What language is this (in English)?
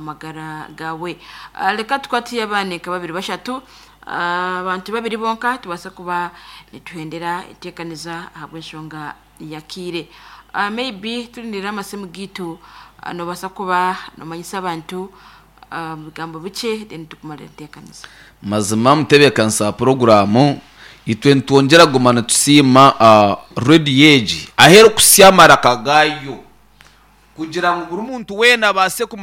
Nyankole